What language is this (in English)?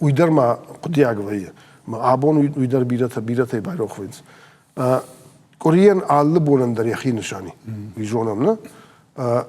Ossetic